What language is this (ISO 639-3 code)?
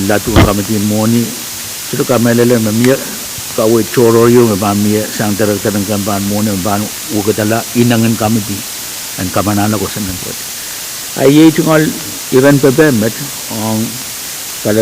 pon